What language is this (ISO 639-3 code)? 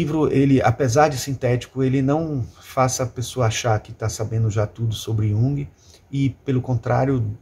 por